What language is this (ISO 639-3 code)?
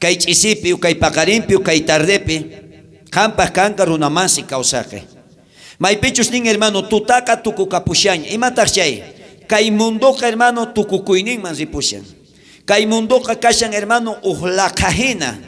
quh